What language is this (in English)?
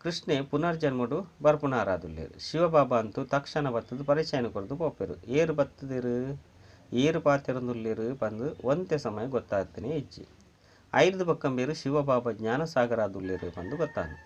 Tulu